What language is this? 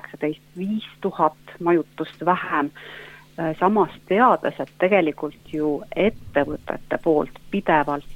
Estonian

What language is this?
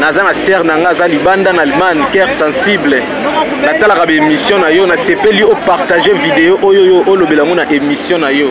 Lingala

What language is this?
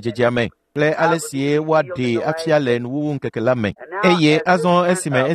Ewe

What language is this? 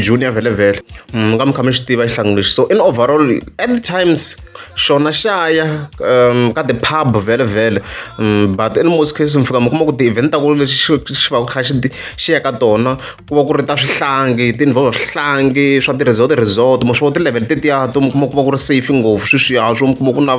Tsonga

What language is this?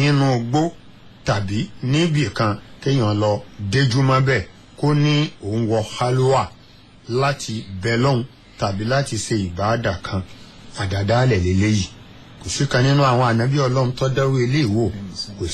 Yoruba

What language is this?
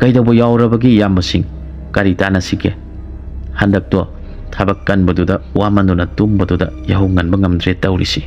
Manipuri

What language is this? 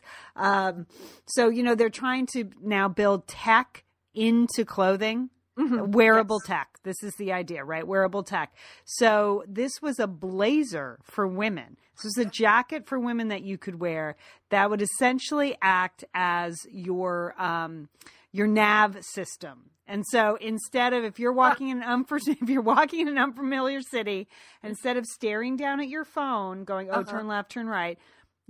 English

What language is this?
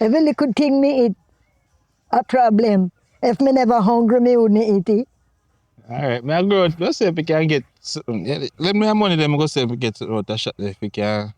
Jamaican Creole English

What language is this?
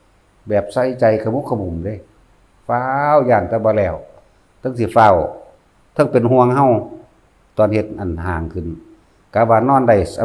Northeastern Thai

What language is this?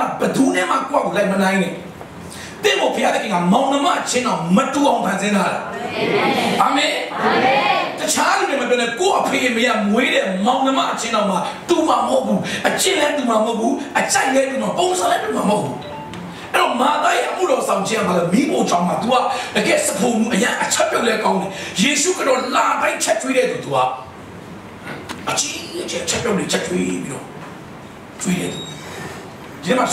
Burmese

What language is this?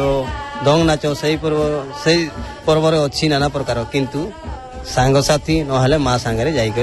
Odia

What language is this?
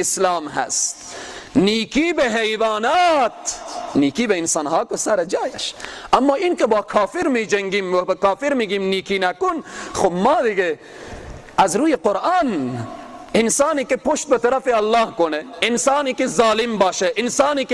Persian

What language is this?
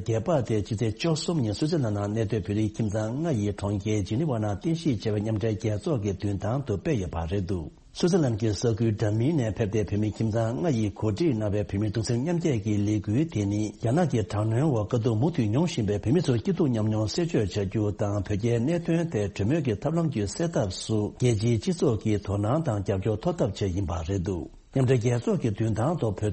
Tibetan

